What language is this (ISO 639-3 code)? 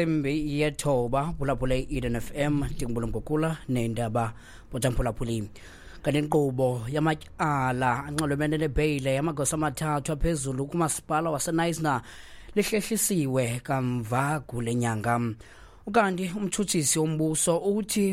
xho